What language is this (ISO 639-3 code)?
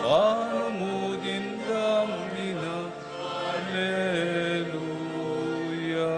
pam